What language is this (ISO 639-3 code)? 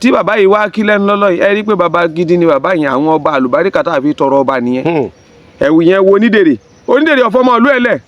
yor